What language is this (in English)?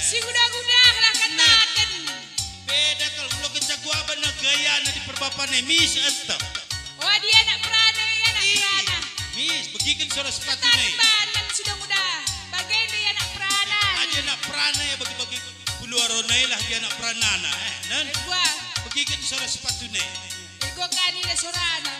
Batak Karo